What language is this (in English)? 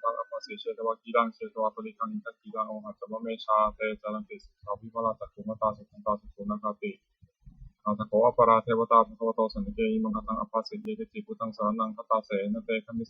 Pali